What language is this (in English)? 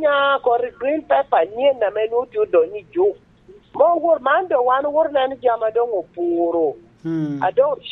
Lango (Uganda)